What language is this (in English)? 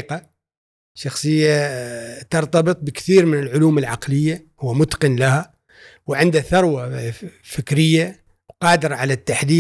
Gulf Arabic